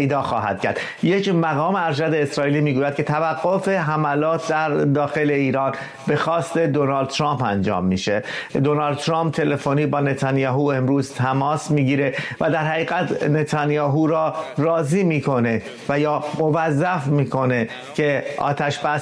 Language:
Persian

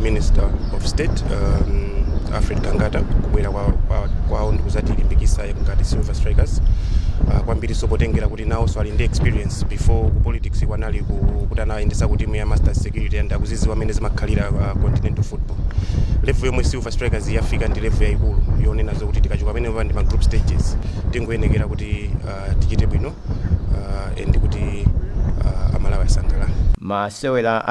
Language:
Nyanja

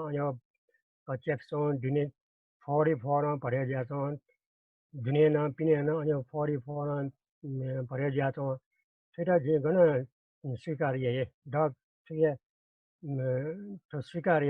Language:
Newari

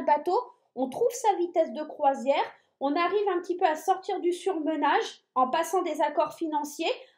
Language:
French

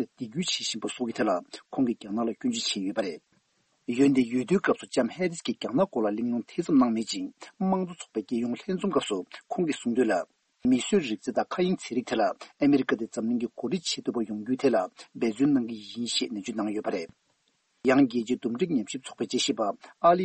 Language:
Tibetan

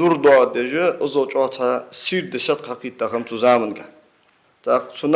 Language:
Ingush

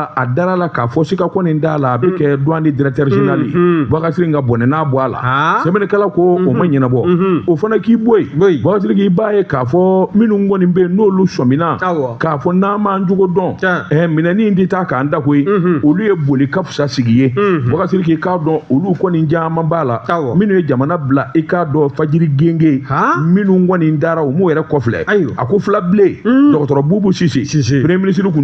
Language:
Bambara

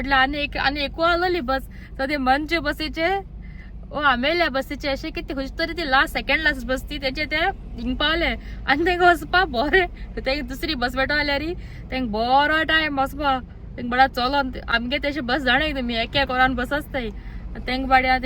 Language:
Konkani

